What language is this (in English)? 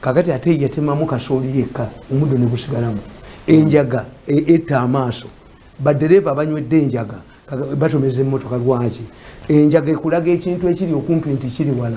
Ganda